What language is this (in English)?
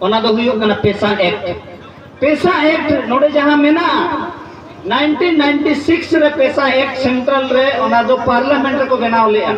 Santali